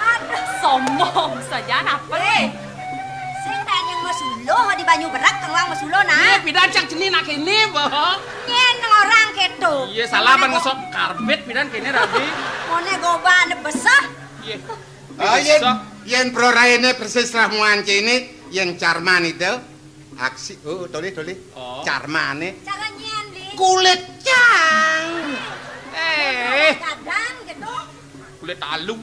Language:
Balinese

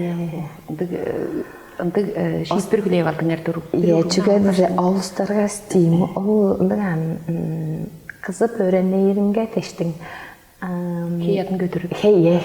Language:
Tuvinian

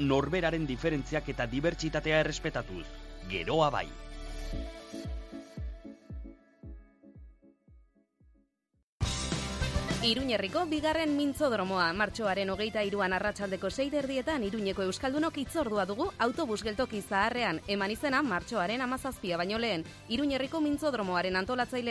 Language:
Basque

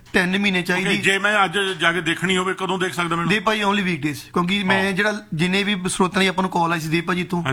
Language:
Punjabi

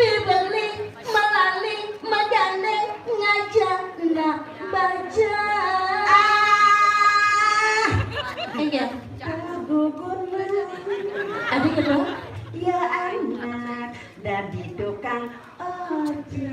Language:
Balinese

